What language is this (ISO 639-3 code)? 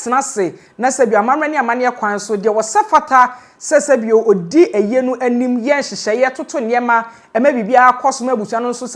aka